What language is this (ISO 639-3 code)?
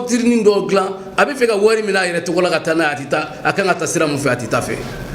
bam